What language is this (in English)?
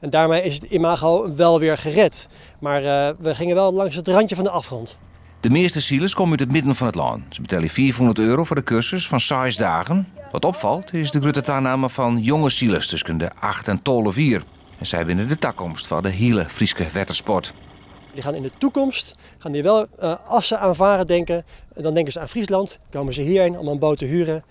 Western Frisian